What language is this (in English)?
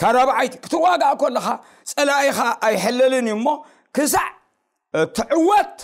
Tigrinya